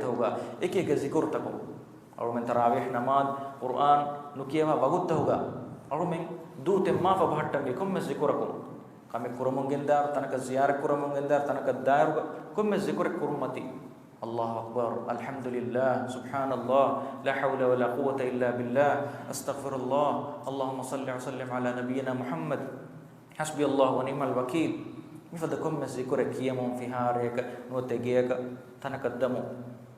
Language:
Divehi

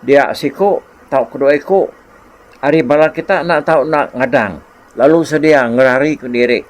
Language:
Iban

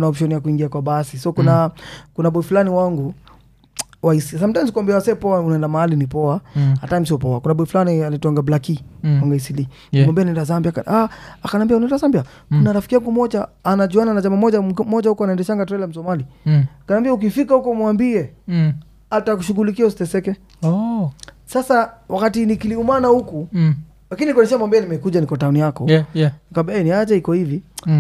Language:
Swahili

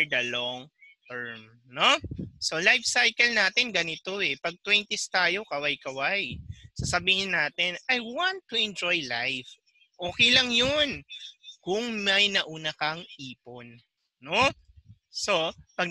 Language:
Filipino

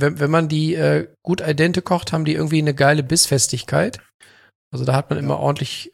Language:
German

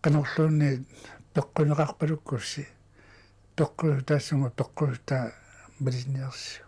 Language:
Kalaallisut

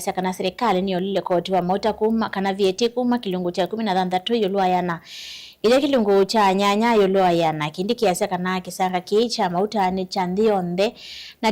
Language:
Kamba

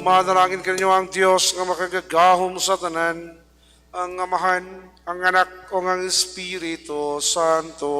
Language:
Cebuano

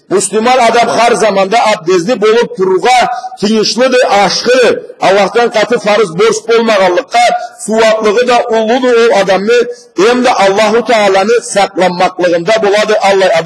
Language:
Karachay-Balkar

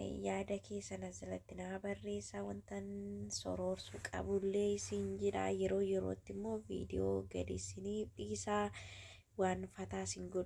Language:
Oromo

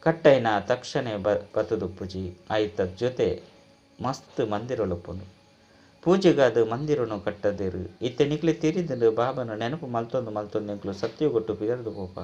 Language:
Tulu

